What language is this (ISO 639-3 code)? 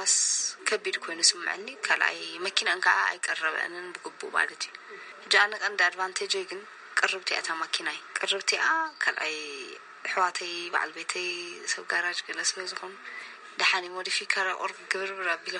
tir